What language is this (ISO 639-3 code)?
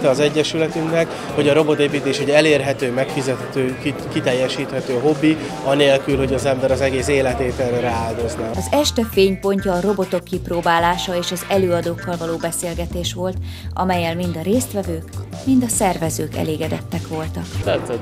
hun